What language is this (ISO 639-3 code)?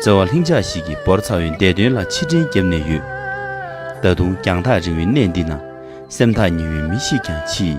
bod